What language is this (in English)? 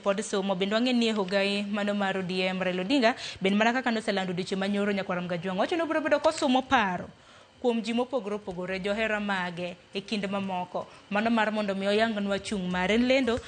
Luo (Kenya and Tanzania)